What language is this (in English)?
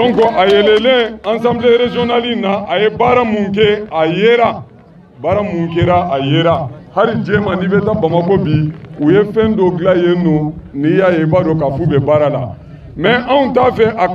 Bambara